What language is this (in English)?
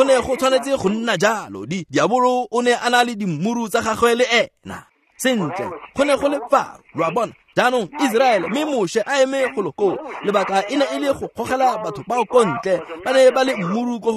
Tswana